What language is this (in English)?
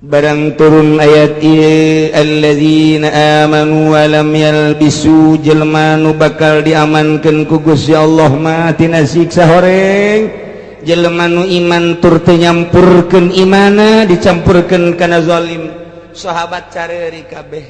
Sundanese